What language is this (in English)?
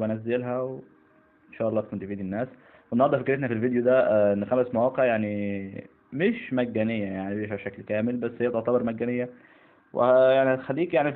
Egyptian Arabic